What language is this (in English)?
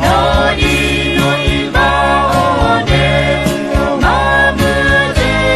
Akha